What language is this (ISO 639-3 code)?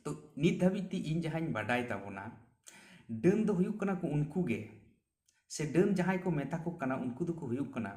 sat